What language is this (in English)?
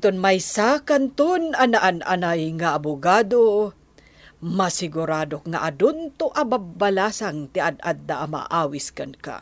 Iloko